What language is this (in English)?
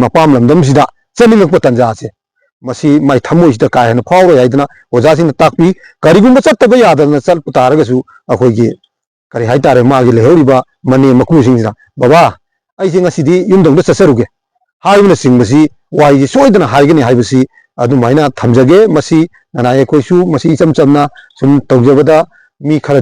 Manipuri